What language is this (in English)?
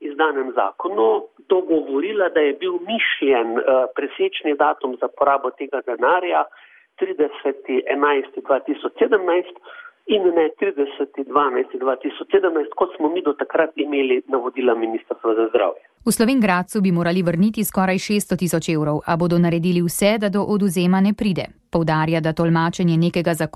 Slovenian